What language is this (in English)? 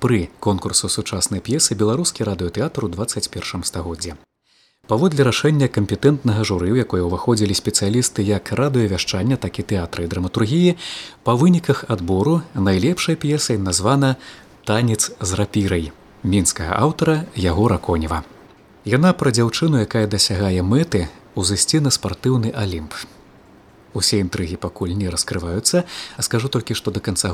Belarusian